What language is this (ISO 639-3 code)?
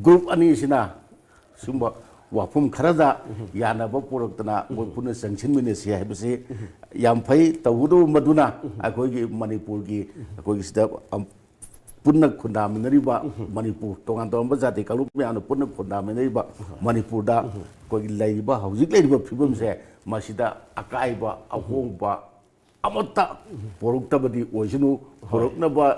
mni